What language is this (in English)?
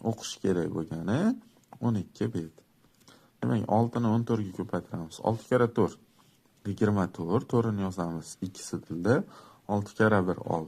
Uzbek